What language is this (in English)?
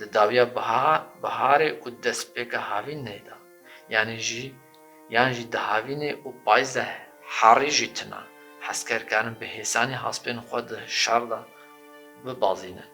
Kurdish